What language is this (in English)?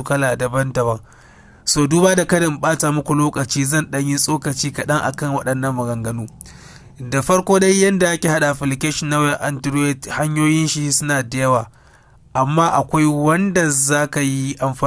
Hausa